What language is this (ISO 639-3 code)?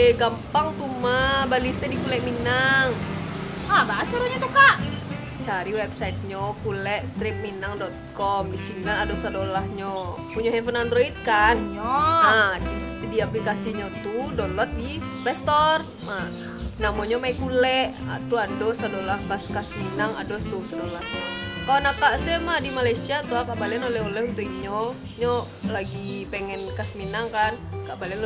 min